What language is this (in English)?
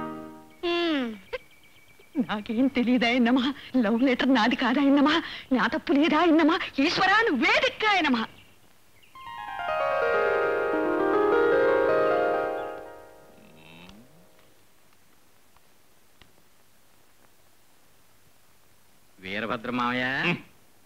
Telugu